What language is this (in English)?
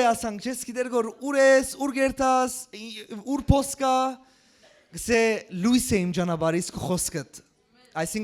Western Armenian